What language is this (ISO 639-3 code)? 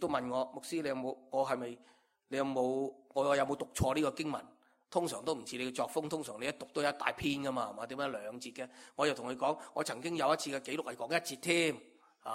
yue